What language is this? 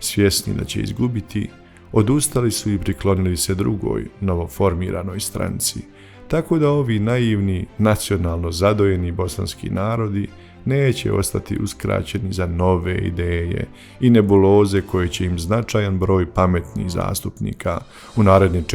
Bosnian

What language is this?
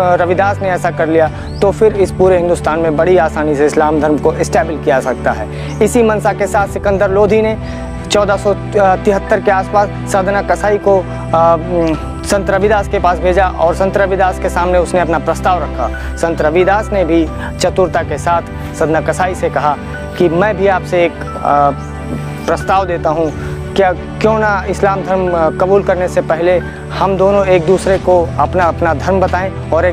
Hindi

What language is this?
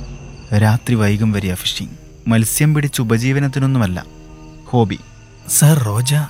Malayalam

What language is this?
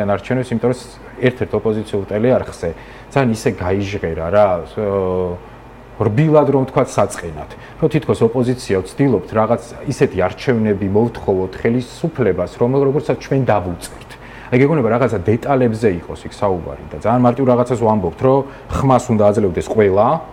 Georgian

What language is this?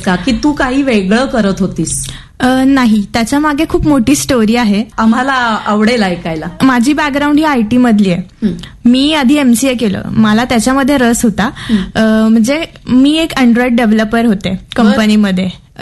Marathi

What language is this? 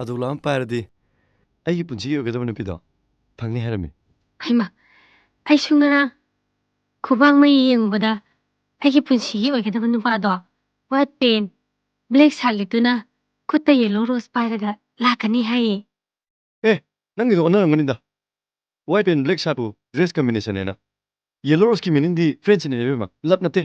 Manipuri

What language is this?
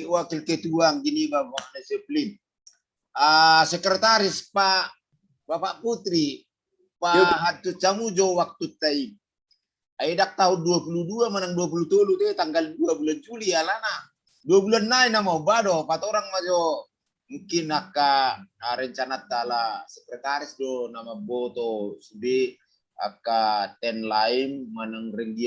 Batak Toba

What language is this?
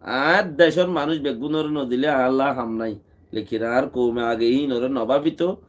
Rohingya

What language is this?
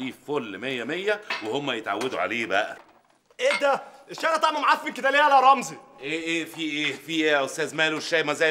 Egyptian Arabic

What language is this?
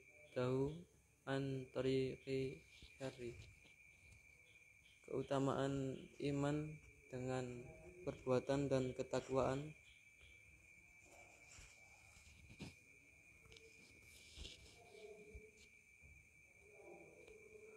Indonesian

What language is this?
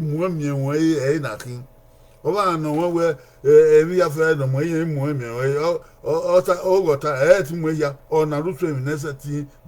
Bini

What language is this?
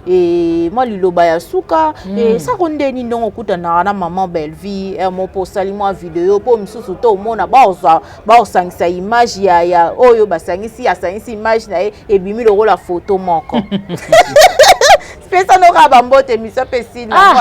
Lingala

